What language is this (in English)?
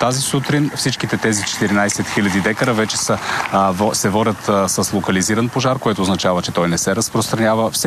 Bulgarian